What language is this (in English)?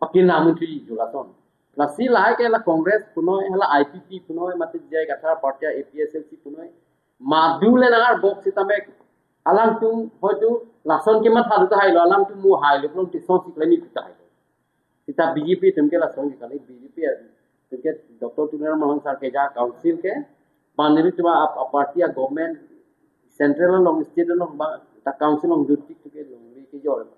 Karbi